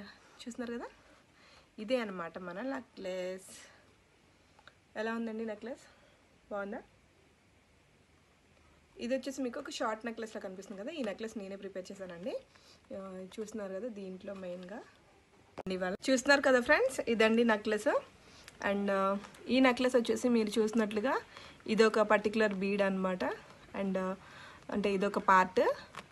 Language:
Telugu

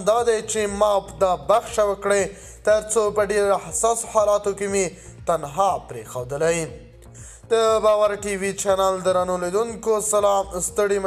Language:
Pashto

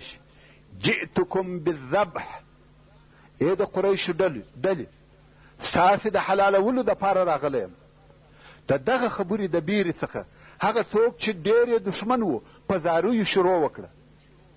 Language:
Pashto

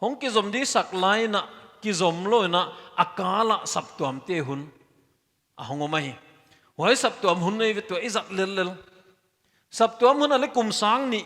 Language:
Paite Chin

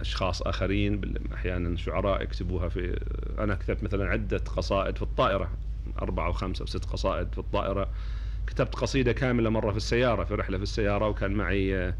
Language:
Gulf Arabic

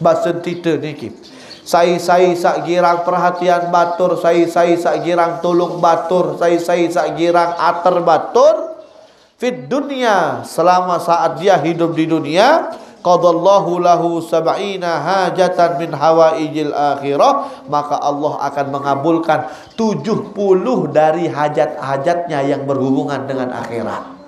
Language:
Sasak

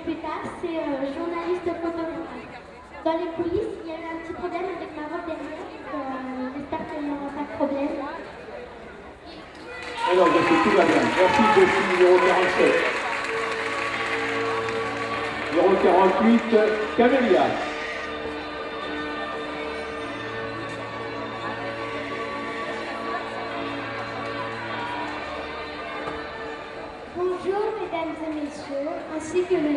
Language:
French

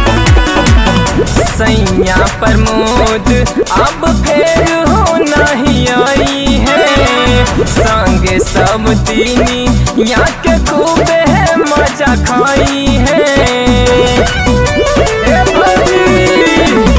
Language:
Bhojpuri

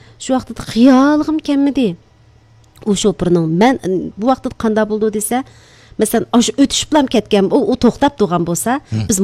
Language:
Uyghur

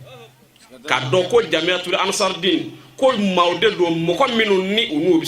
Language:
Bambara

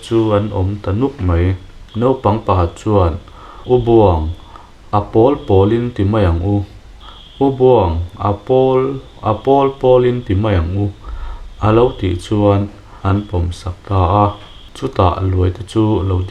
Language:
Mizo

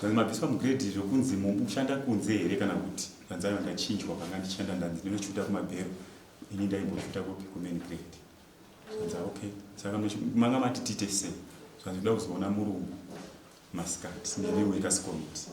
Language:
Shona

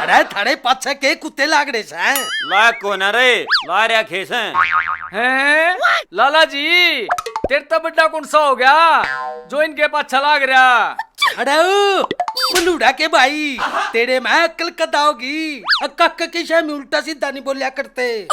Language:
Haryanvi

